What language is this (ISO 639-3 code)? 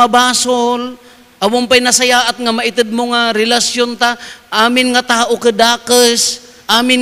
ilo